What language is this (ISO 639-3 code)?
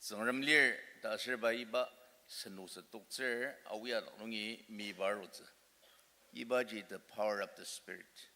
njo